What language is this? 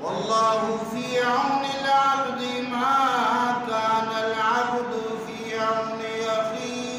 Baluchi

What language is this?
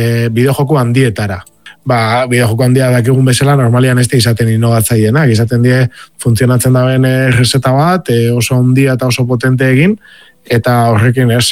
Basque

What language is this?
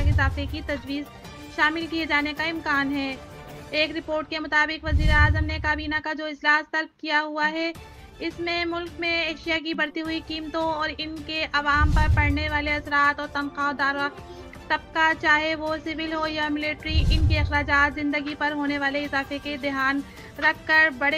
Urdu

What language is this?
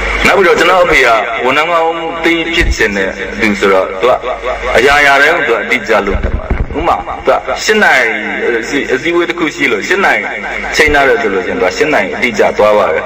Burmese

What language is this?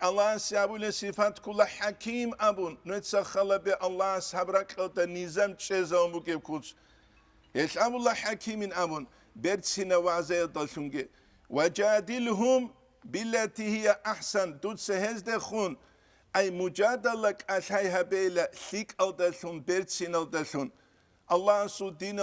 Avaric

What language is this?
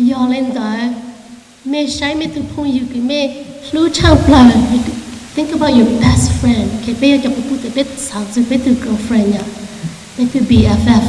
Hmong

